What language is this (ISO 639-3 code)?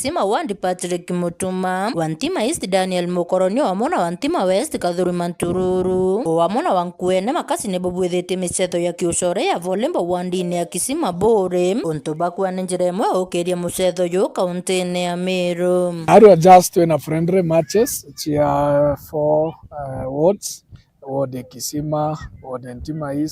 mer